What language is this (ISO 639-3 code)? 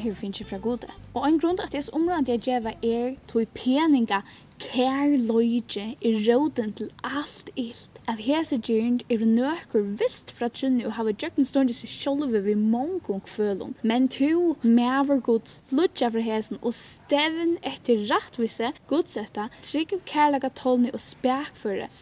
fao